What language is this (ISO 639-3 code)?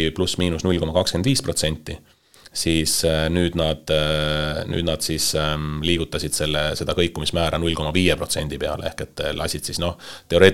est